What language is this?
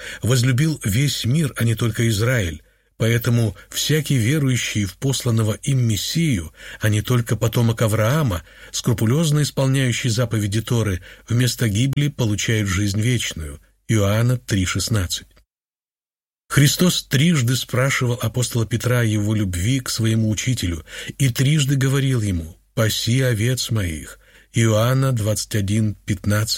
Russian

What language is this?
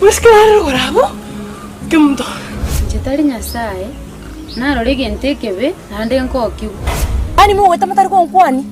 Gusii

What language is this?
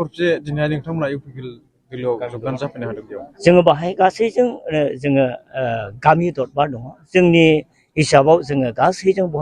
Bodo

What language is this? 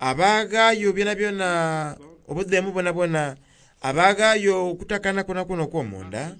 Soga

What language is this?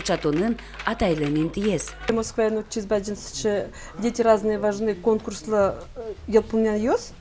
Udmurt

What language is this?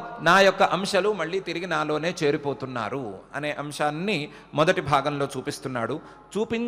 Telugu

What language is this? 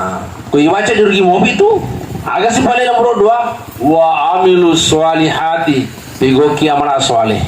Buginese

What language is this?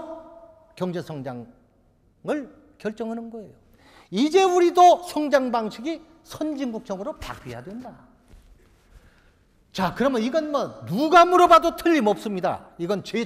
Korean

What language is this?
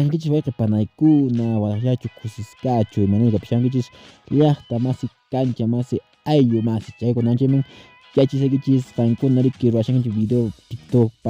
Quechua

